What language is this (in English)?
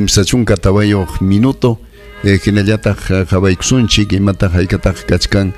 Ayacucho Quechua